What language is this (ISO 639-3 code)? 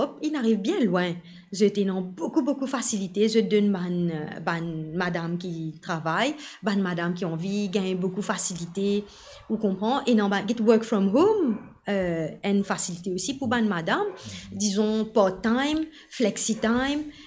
mfe